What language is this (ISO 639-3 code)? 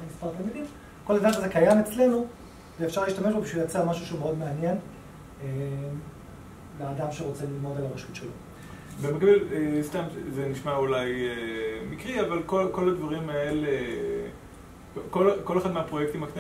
heb